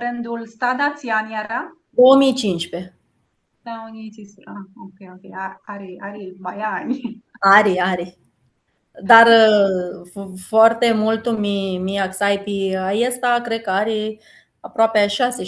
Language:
Aromanian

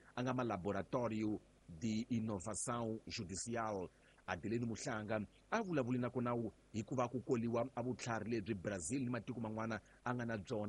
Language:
Tsonga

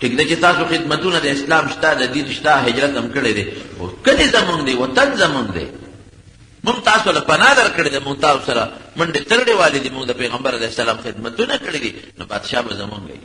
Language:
Pashto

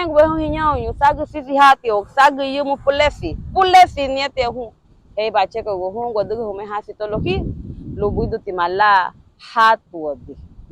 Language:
Garifuna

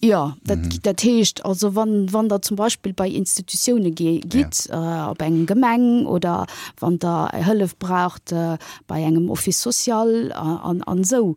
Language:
Luxembourgish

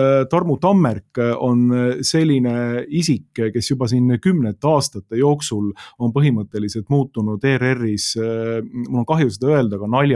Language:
Estonian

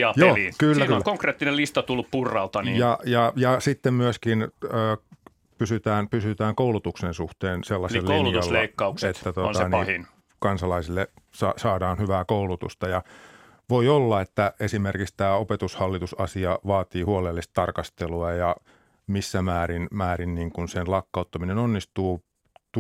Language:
Finnish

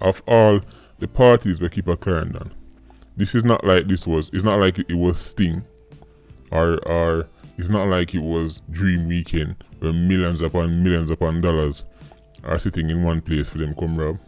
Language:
Jamaican Creole English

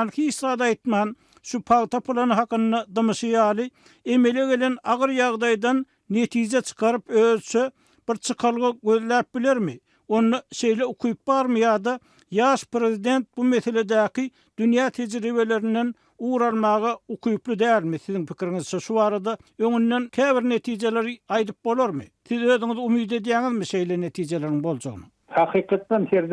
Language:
Turkmen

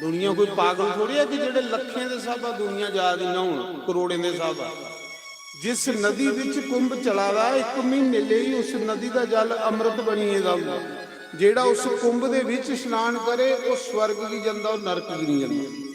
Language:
Dogri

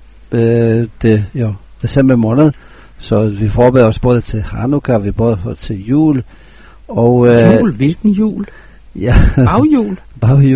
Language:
Danish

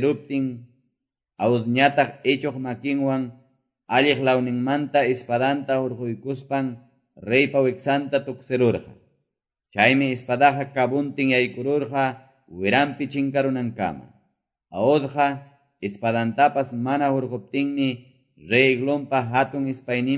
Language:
Quechua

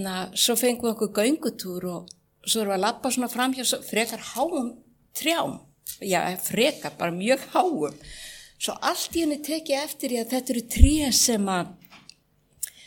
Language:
Icelandic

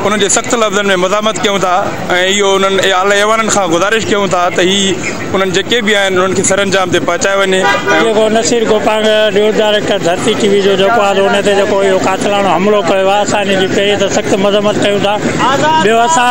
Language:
Sindhi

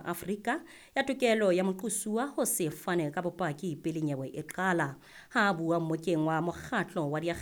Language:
Southern Sotho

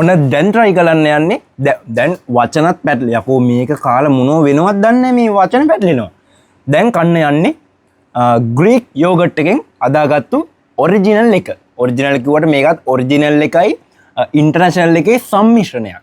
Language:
Sinhala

